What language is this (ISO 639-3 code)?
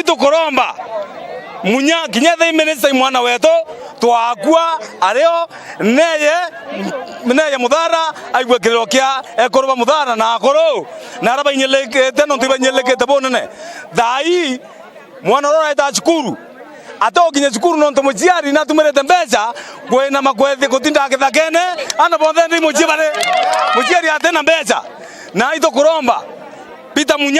mer